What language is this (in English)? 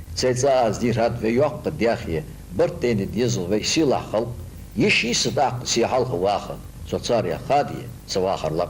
Ingush